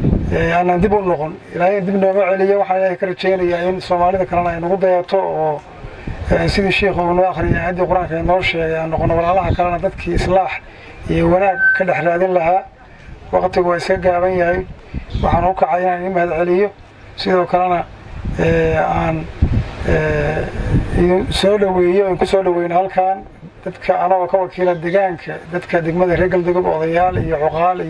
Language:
Somali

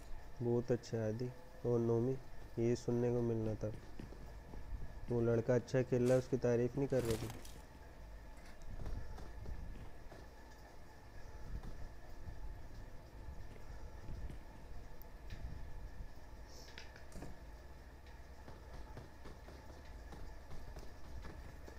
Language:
Hindi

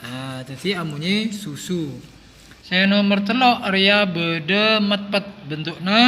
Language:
Madurese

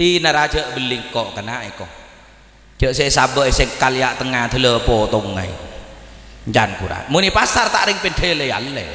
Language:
Madurese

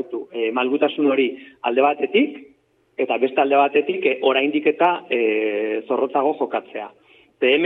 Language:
Basque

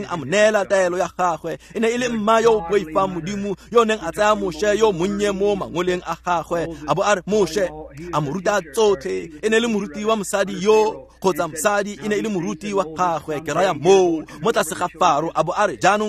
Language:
Tswana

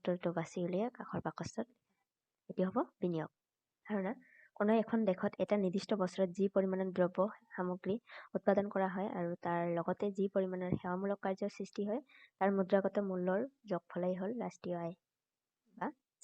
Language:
Assamese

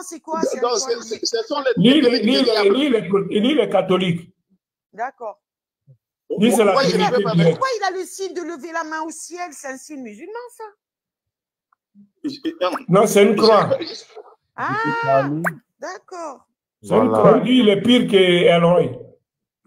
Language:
French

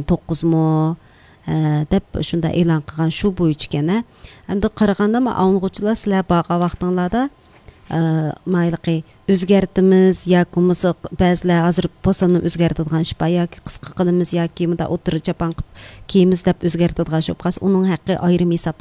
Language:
Uyghur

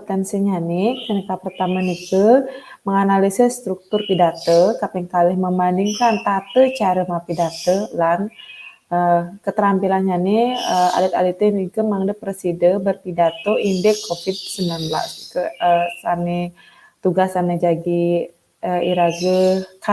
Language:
Balinese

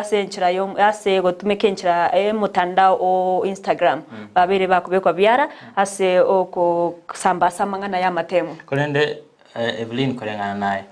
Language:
Gusii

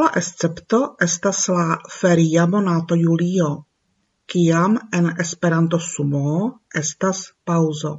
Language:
Esperanto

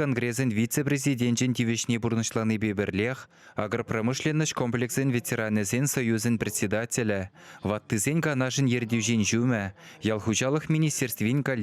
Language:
Chuvash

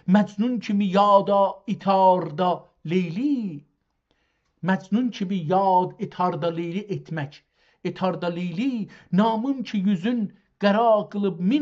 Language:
South Azerbaijani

